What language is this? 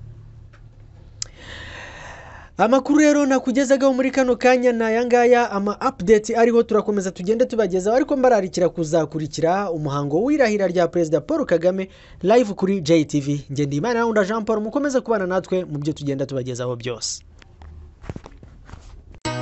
Kinyarwanda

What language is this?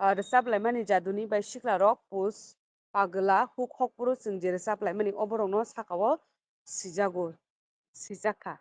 Kok Borok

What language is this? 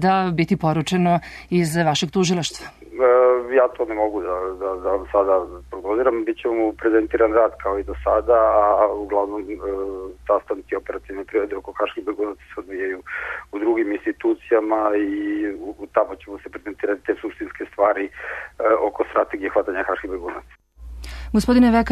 Serbian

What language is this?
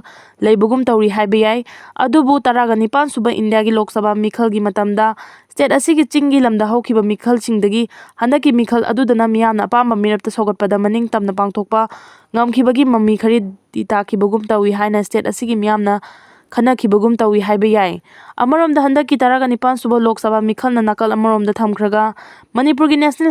Manipuri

